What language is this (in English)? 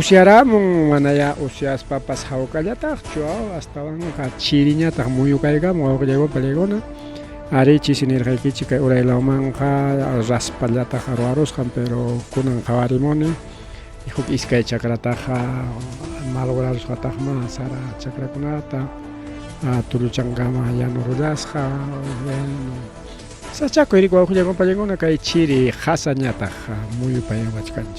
Ayacucho Quechua